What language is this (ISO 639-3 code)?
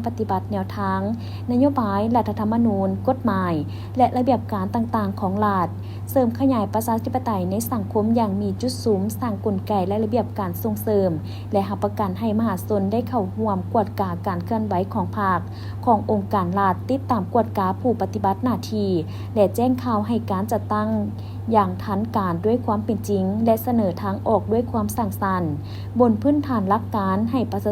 lao